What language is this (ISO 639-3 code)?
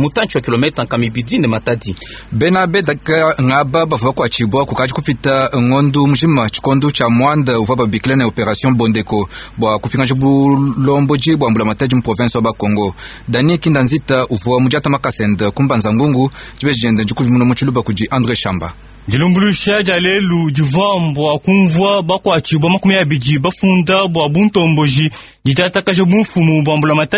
lua